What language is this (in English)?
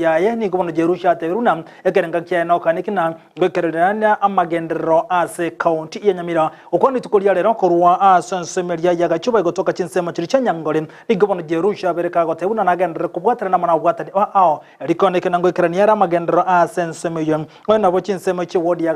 Gusii